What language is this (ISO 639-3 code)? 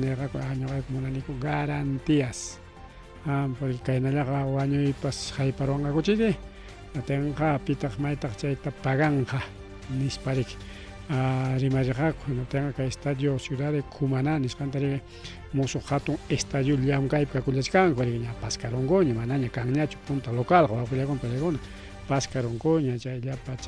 quy